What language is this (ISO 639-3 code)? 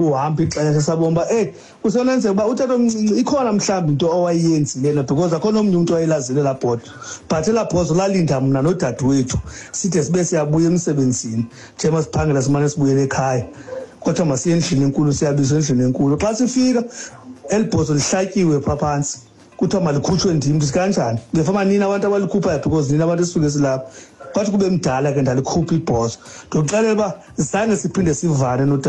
xho